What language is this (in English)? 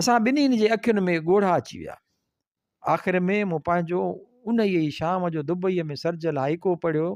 Sindhi